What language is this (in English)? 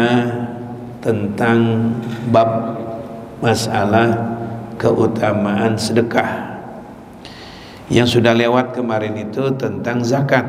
Indonesian